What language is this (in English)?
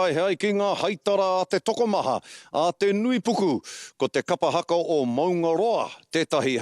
Māori